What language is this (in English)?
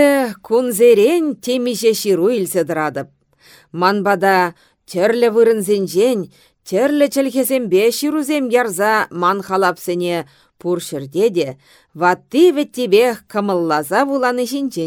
Chuvash